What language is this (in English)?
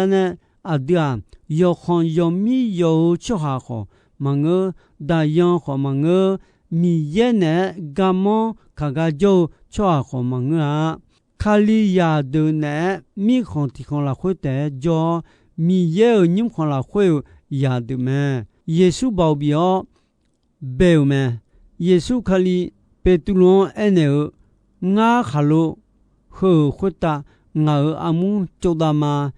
Akha